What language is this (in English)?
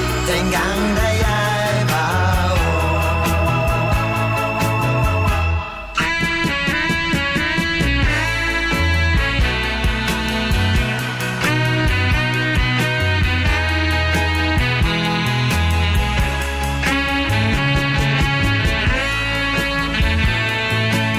Danish